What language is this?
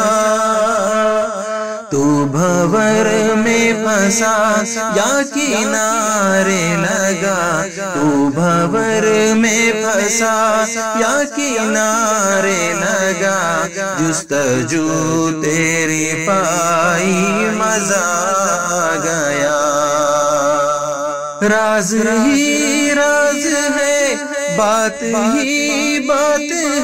Urdu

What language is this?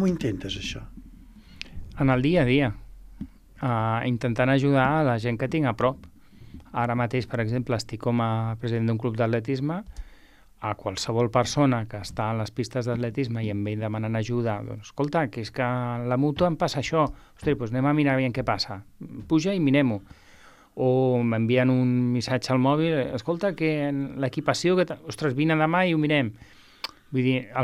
Catalan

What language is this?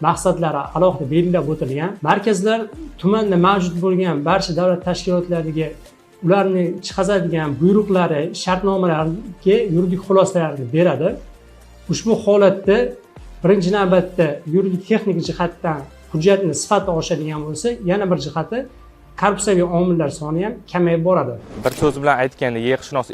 Uzbek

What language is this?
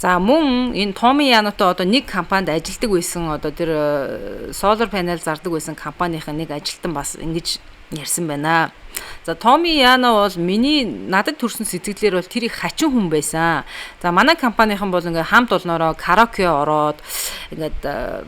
Mongolian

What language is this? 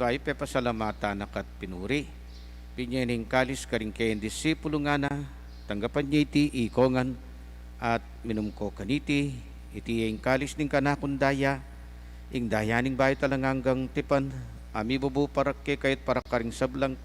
Pampanga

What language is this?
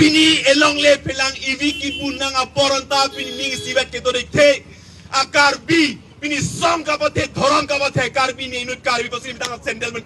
Karbi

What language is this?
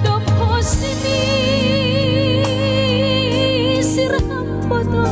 Batak Simalungun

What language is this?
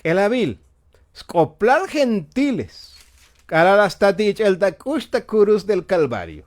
Tzotzil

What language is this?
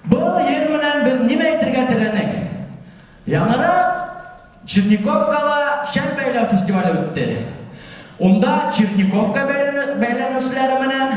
Bashkir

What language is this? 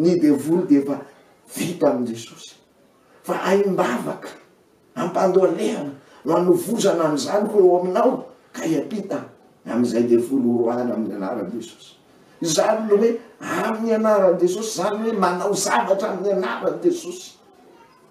Malagasy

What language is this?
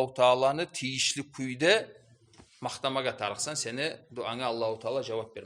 Kumyk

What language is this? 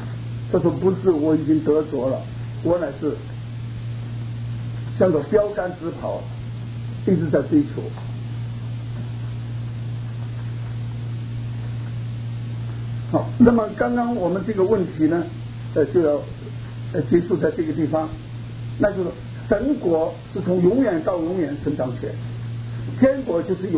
Chinese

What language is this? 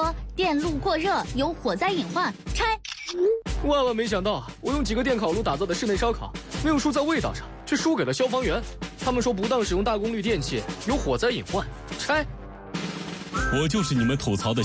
Chinese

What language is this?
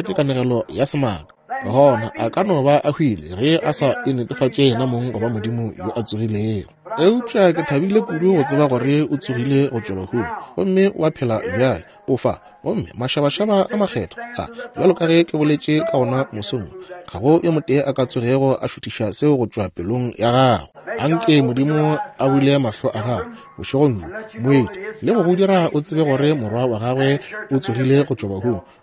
Northern Sotho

